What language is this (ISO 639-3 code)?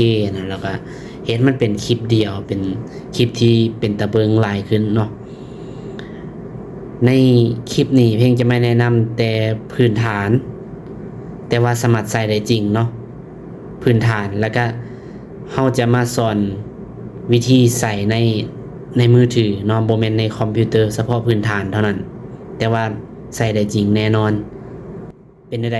lao